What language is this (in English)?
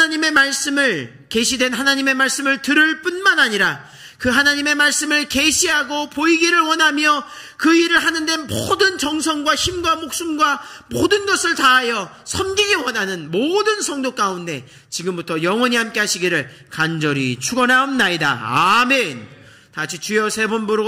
Korean